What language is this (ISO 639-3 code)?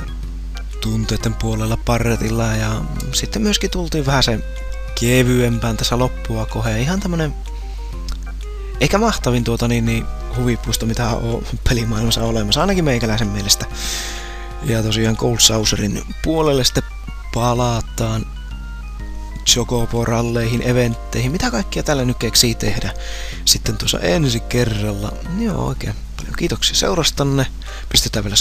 fin